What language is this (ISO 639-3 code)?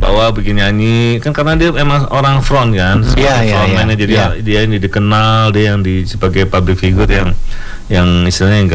ind